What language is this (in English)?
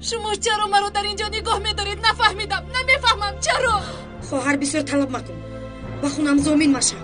Tajik